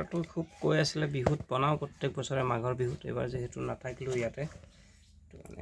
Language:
Assamese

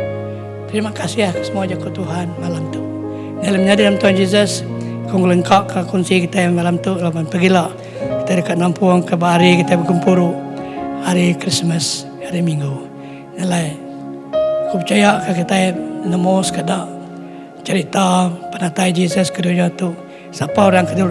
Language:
Iban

